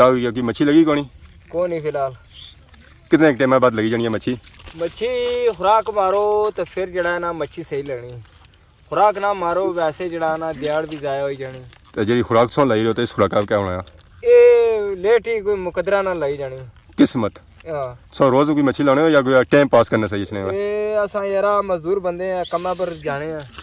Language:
Pahari-Potwari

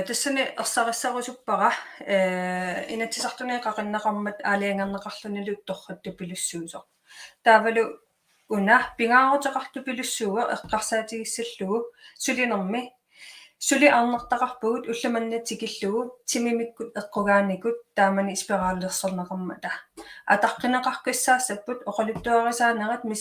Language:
Kalaallisut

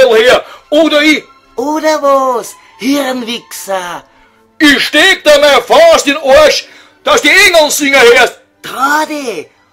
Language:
Bavarian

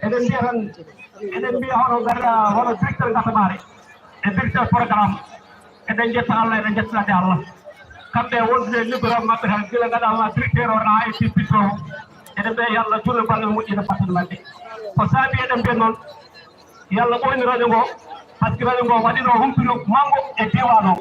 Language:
Fula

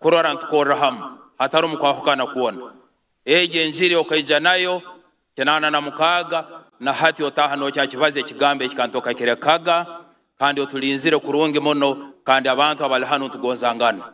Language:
Nyankole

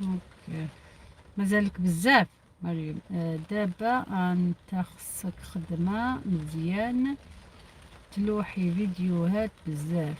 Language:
Algerian Arabic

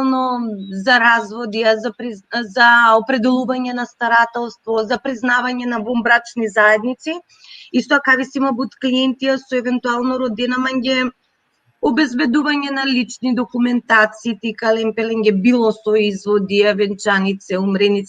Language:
Balkan Romani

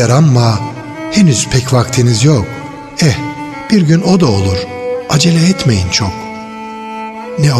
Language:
Turkish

